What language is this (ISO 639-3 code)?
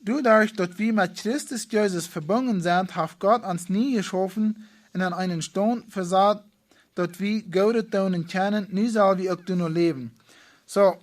pdt